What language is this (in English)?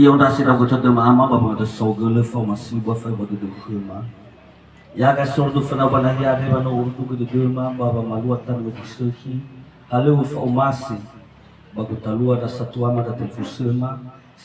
Nias